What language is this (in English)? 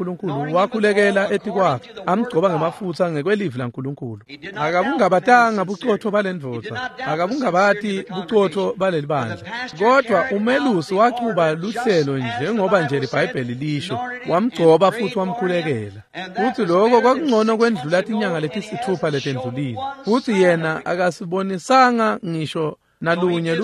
Swati